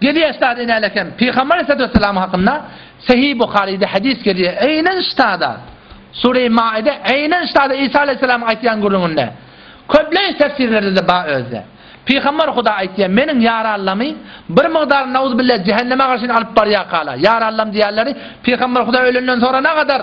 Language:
Turkmen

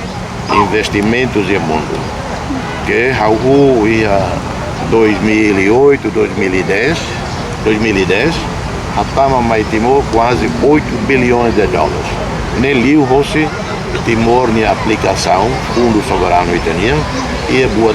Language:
Tetum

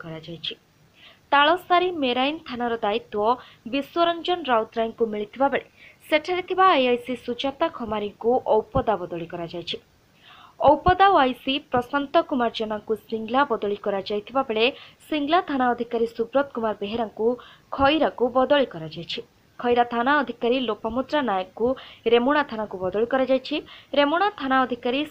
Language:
Odia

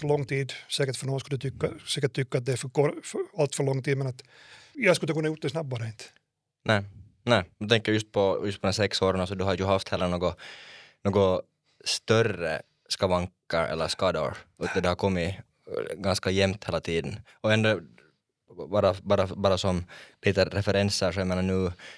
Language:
Swedish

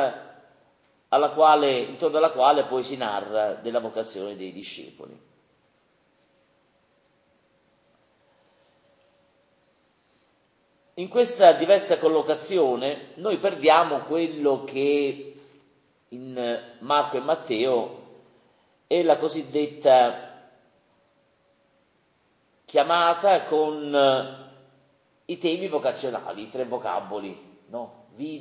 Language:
Italian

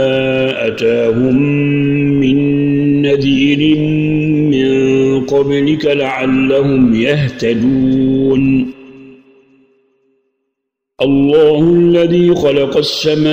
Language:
Arabic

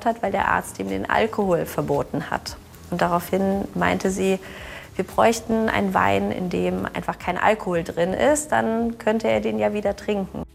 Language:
Luxembourgish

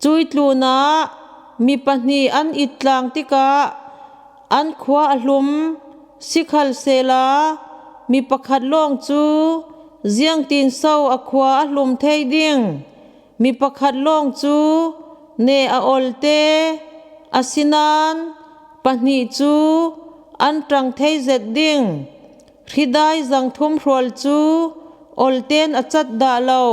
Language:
Falam Chin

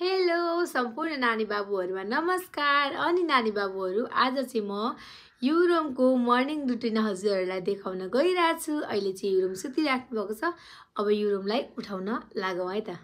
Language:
Nepali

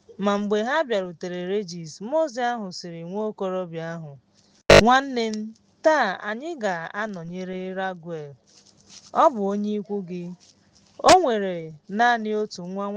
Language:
Igbo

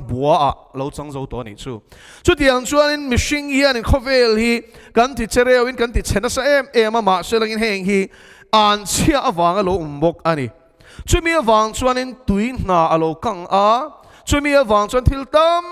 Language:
Mizo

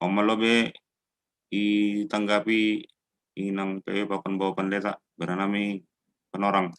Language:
Batak Simalungun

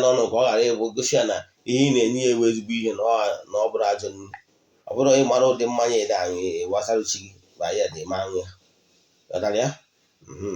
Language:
Igbo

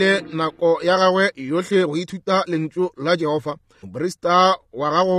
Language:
Northern Sotho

